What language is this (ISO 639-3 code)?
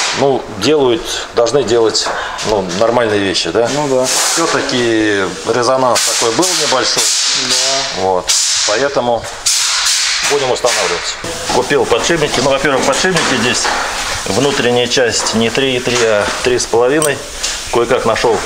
rus